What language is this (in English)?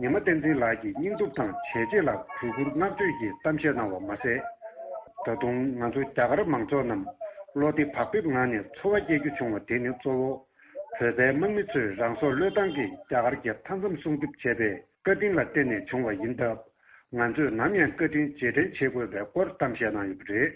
Tibetan